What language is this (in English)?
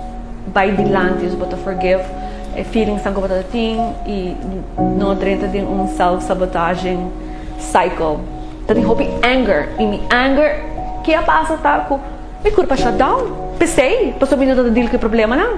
Papiamento